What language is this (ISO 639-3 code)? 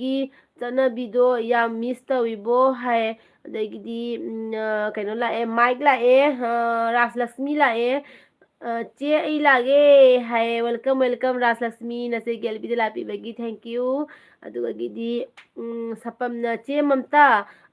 mni